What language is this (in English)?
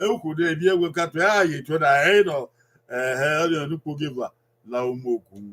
Bini